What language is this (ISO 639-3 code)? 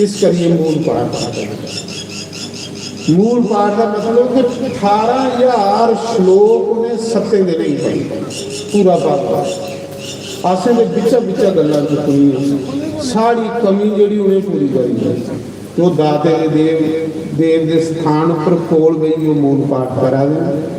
doi